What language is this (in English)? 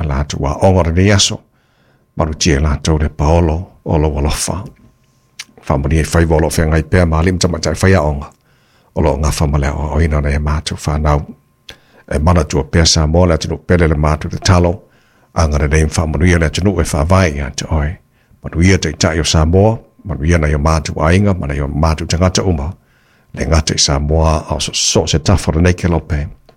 Samoan